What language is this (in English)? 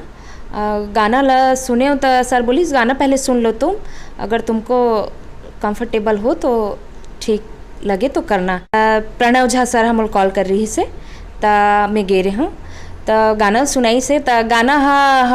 Chhattisgarhi